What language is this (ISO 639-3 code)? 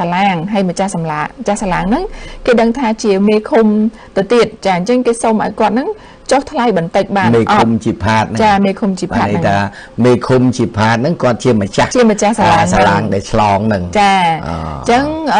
khm